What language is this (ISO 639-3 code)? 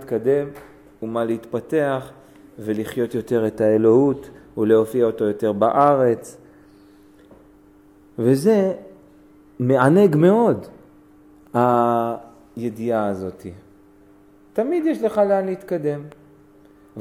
heb